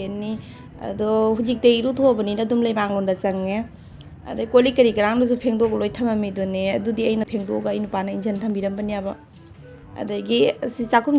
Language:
Manipuri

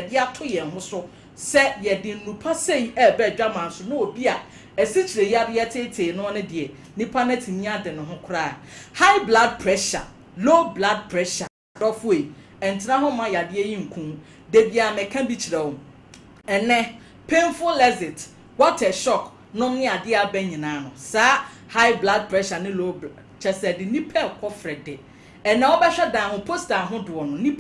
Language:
Akan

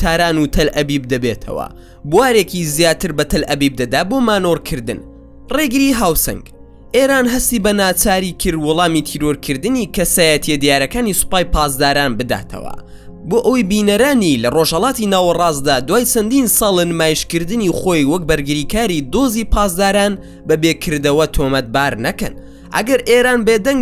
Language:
Central Kurdish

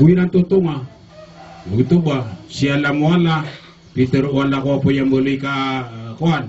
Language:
Maranao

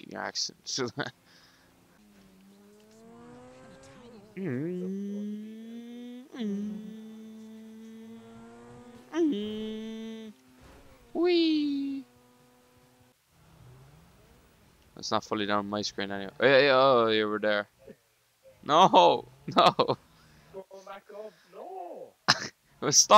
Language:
English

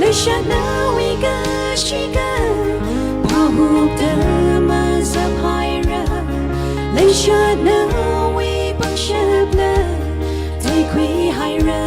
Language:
Tangkhul Naga (India)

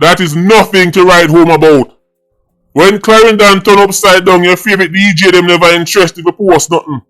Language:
Jamaican Creole English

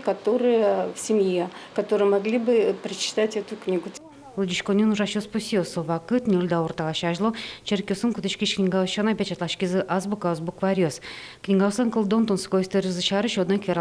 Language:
Udmurt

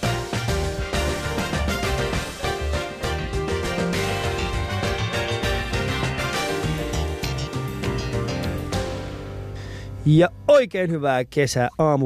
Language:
Finnish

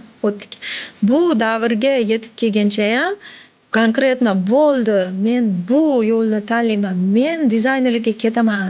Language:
Uzbek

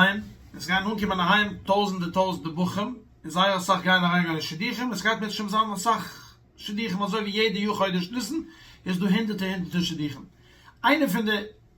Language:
Yiddish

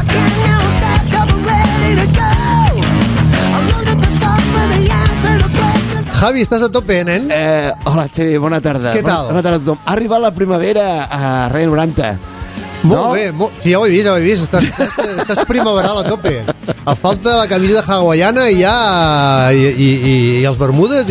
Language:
Catalan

